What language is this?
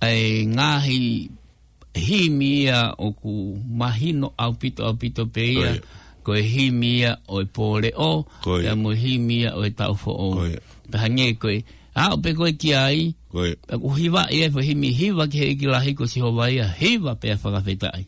Tongan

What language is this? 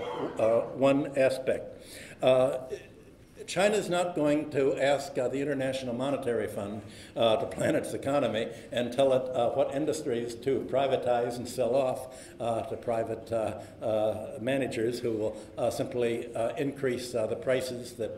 English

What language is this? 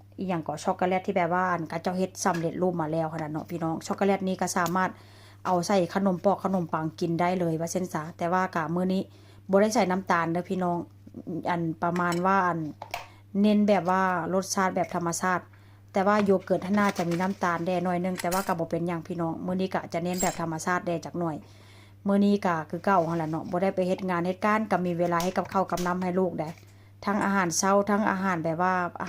Northeastern Thai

